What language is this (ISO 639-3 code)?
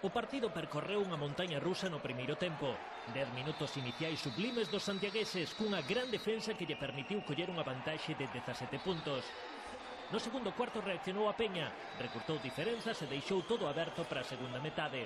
glg